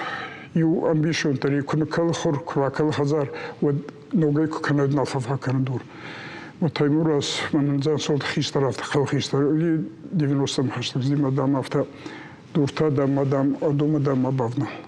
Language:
Ossetic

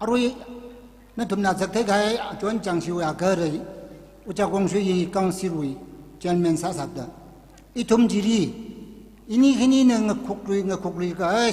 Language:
Tangkhul Naga (India)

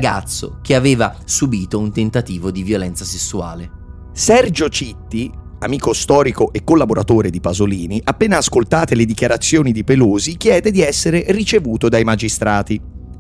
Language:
Italian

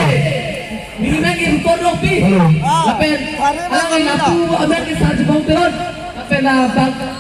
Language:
Karbi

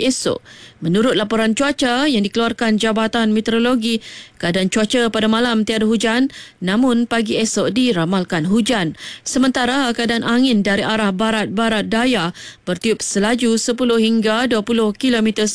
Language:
Malay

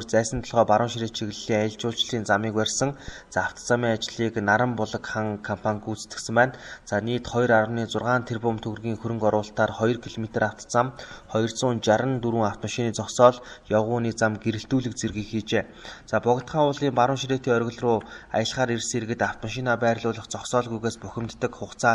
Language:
Mongolian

